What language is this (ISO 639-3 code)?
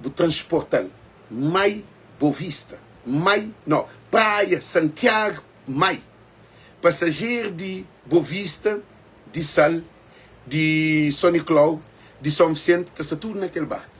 kea